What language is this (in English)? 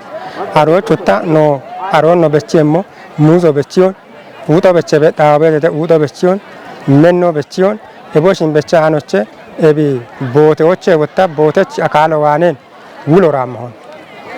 Kafa